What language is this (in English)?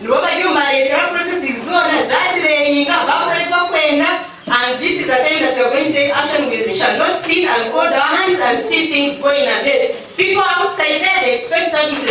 Nyankole